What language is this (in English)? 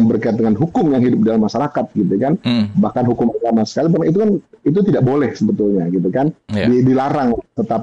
Indonesian